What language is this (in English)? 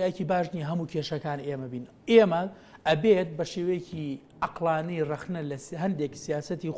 Central Kurdish